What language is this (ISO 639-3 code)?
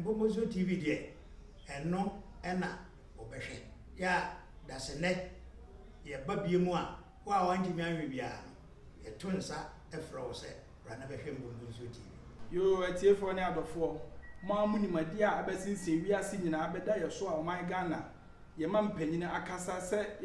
aka